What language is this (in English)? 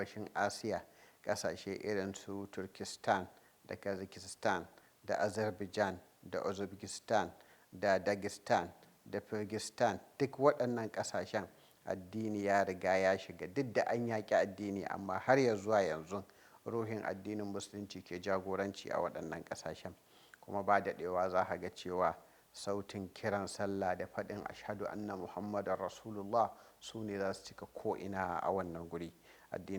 Hausa